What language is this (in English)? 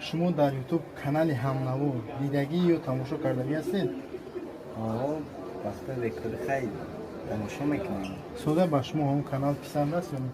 Tajik